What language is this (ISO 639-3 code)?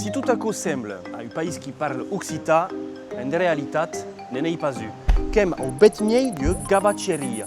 oci